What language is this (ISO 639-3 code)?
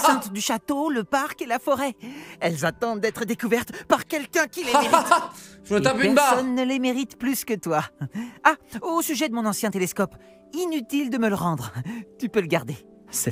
fra